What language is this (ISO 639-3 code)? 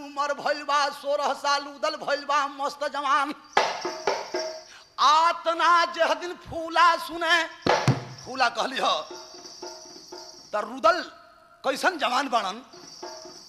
bho